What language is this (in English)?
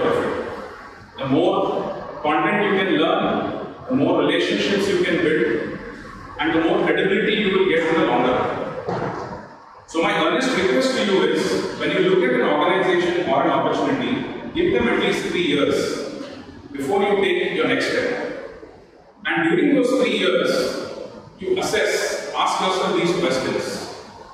English